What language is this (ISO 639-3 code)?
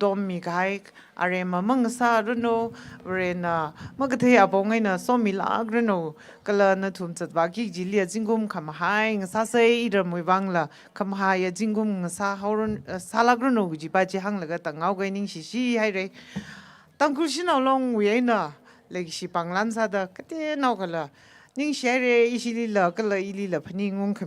nmf